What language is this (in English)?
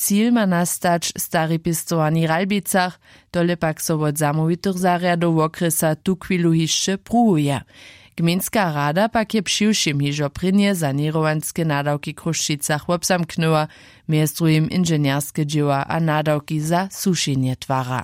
Upper Sorbian